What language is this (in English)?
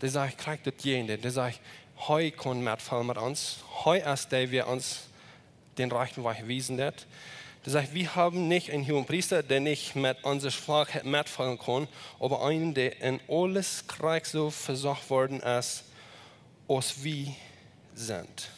Plautdietsch